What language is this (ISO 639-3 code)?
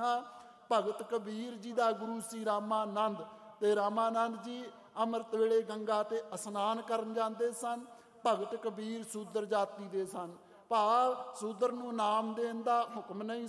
pan